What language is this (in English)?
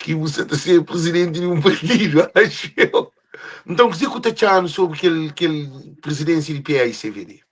Kabuverdianu